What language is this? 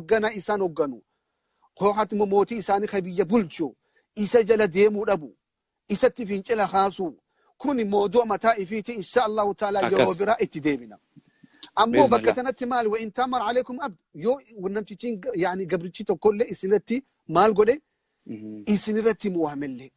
Oromo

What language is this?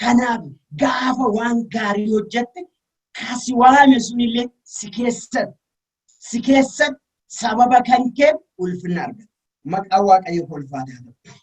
Oromo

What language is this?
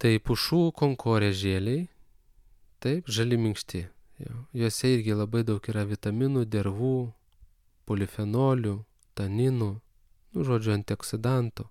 Lithuanian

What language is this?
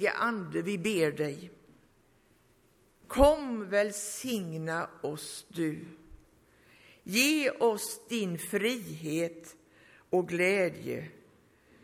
Swedish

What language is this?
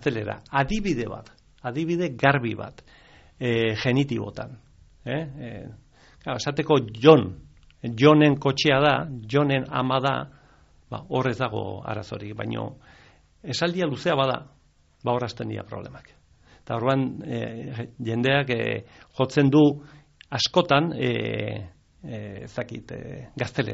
Basque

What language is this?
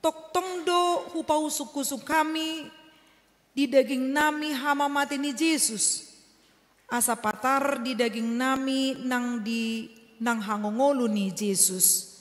Batak Toba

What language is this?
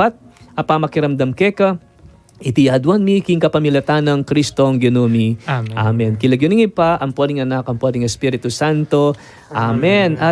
Pampanga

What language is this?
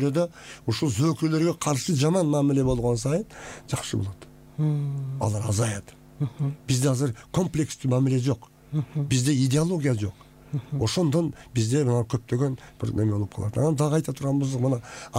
Kyrgyz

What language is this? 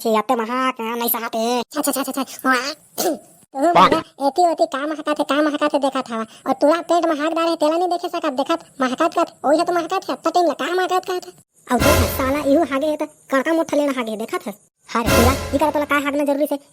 Chhattisgarhi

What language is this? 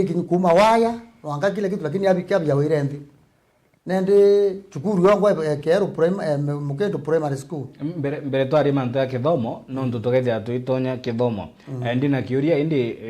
Meru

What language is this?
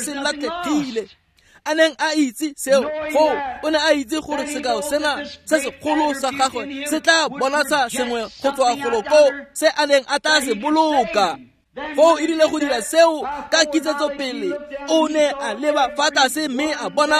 Tswana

